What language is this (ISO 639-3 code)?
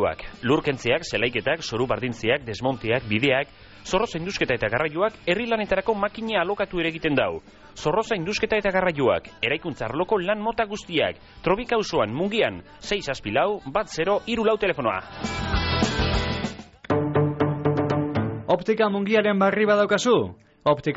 eus